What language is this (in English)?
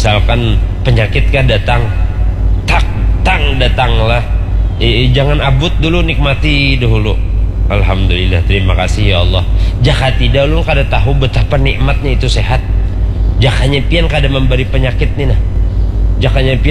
Banjar